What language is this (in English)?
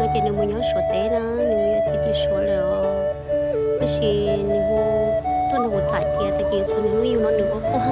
Hmong